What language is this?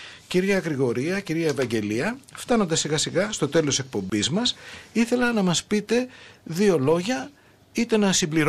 Greek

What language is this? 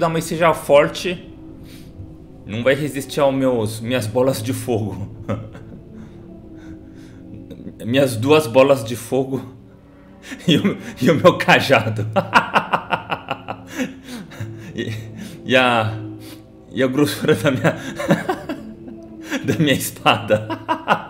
Portuguese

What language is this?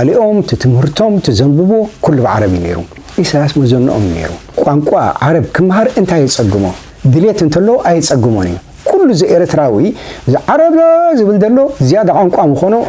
Tigrinya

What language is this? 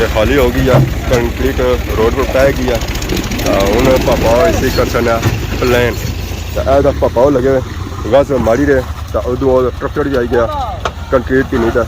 Pahari-Potwari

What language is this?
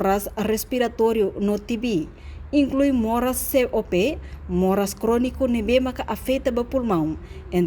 Tetum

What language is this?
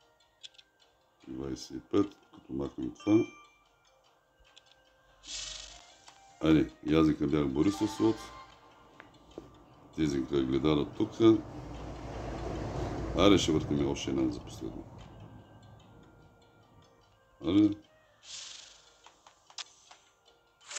Bulgarian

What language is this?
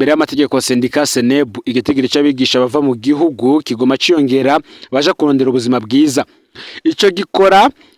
Rundi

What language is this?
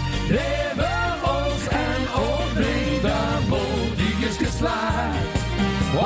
Limburgish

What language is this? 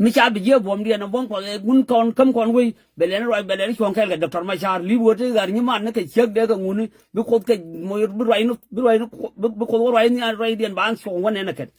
Nuer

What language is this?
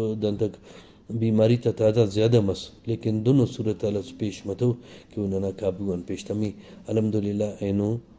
Brahui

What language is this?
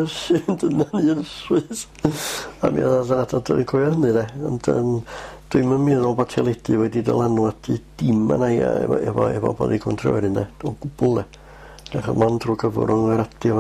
Welsh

